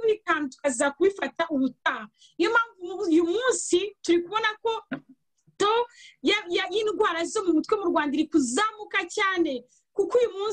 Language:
Kinyarwanda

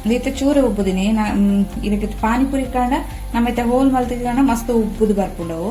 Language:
Tulu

